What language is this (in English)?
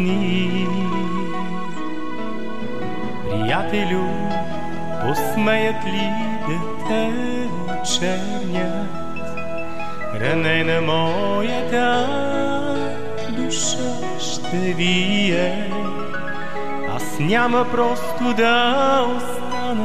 Bulgarian